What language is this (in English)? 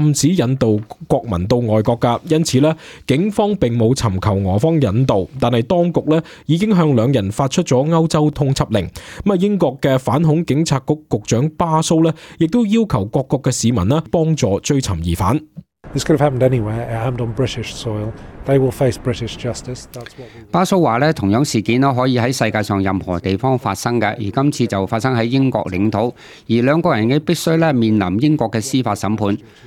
Cantonese